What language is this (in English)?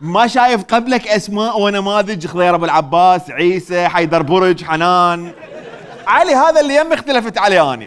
Mesopotamian Arabic